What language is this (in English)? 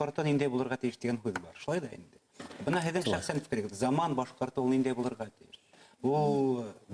Bashkir